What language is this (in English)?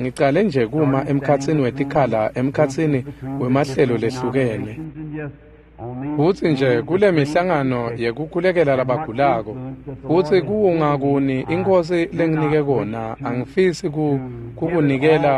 Swati